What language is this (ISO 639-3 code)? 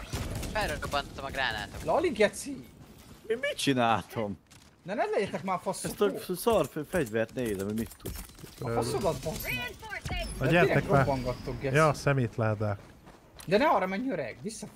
hun